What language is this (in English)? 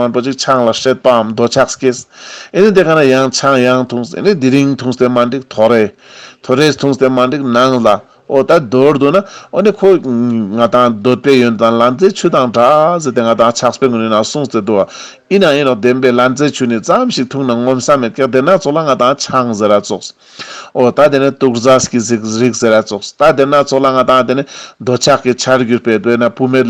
Ladakhi